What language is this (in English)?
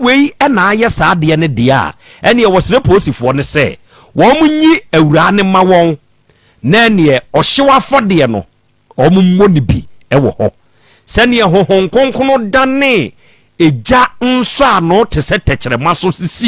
Akan